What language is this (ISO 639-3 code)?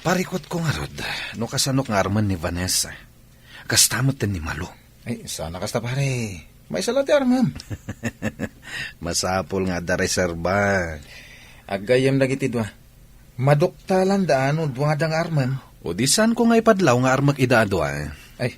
ilo